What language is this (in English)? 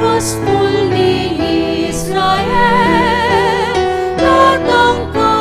Pampanga